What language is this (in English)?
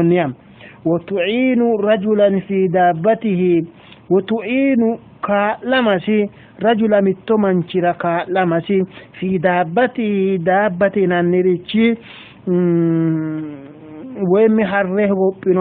Sidamo